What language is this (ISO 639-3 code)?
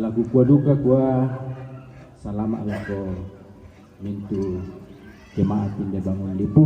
sda